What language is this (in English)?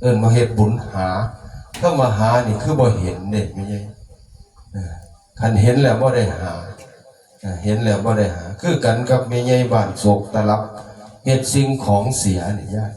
Lao